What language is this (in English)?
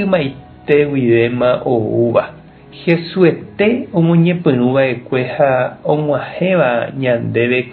Guarani